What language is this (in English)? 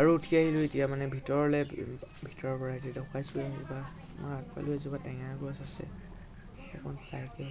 Assamese